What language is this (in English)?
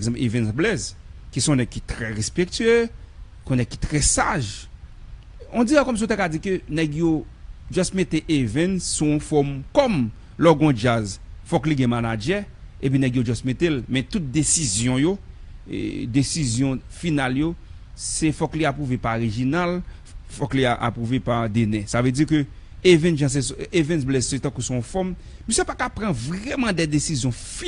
Haitian Creole